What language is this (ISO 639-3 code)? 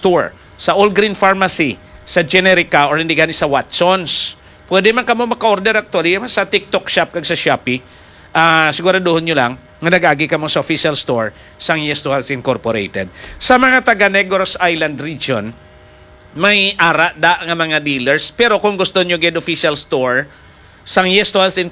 hil